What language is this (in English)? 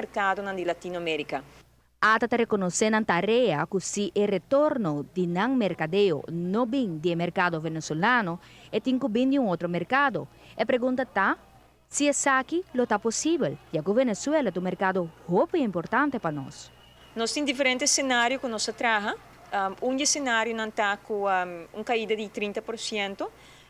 Papiamento